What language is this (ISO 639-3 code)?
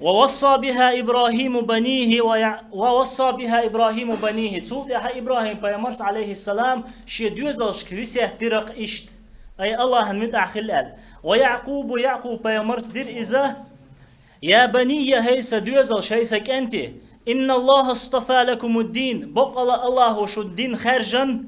che